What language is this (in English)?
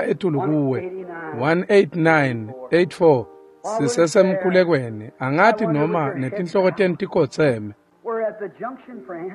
Swati